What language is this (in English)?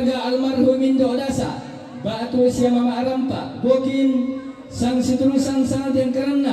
Toraja-Sa'dan